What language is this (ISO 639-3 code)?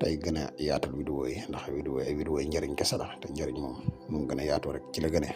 wol